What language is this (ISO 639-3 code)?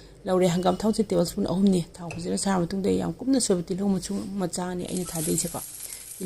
mni